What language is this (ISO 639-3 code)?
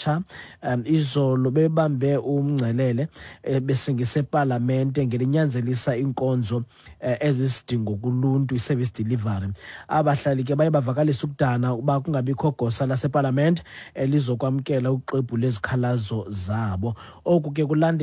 xho